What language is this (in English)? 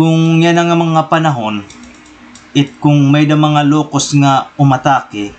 Waray